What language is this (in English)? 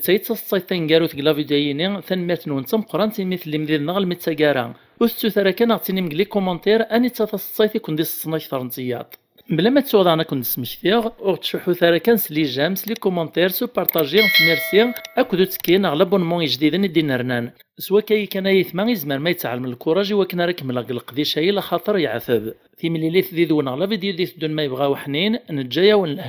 Kabyle